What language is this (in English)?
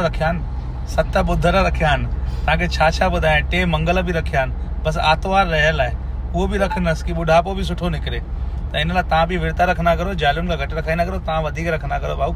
Sindhi